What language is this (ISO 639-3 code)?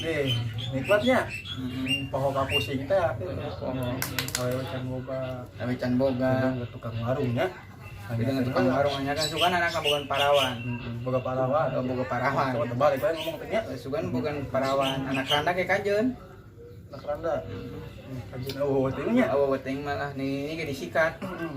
sun